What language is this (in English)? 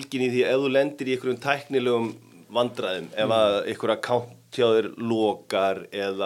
Icelandic